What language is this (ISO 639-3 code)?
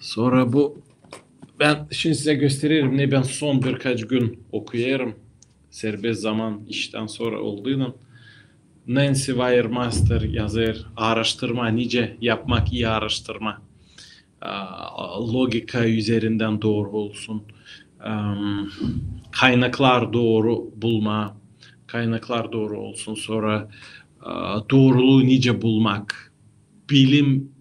gag